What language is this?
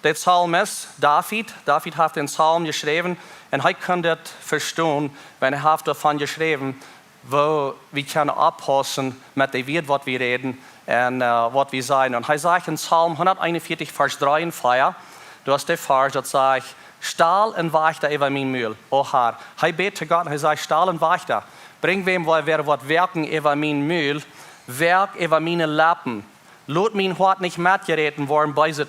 Plautdietsch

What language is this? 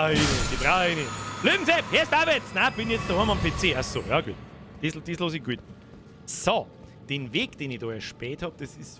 Bavarian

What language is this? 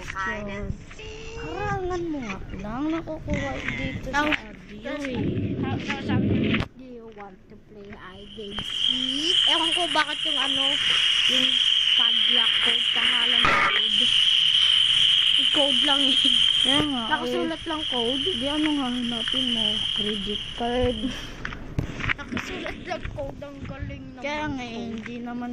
Filipino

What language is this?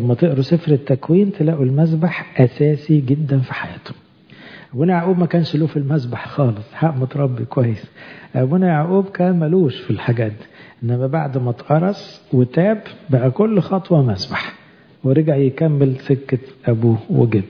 Egyptian Arabic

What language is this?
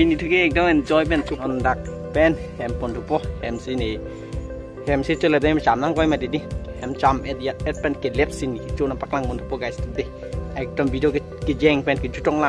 Karbi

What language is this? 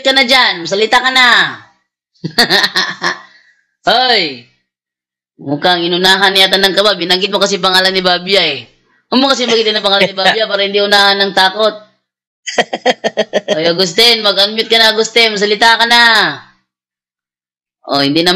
Filipino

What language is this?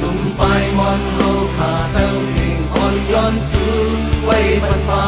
Shan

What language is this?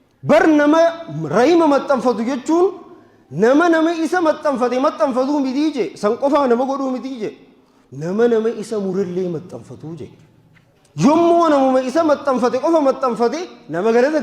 Oromo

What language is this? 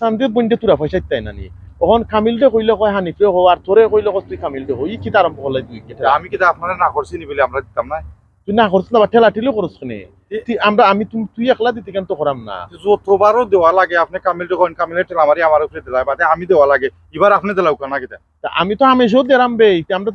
Sylheti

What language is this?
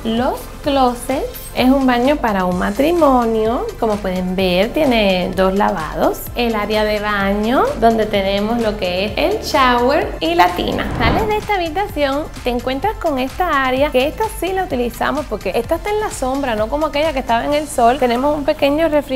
Spanish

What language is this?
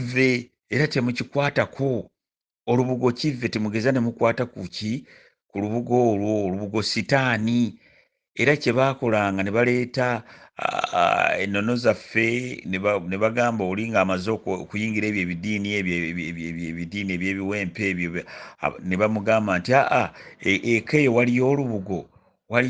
Ganda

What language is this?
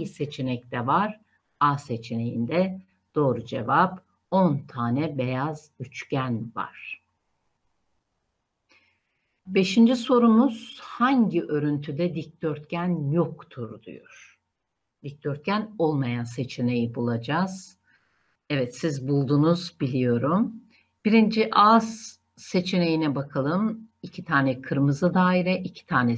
Turkish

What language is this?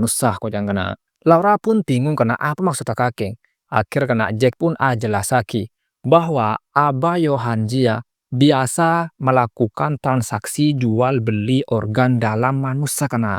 Madurese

